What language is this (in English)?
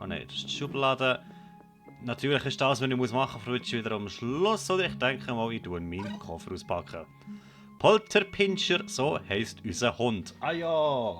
Swiss German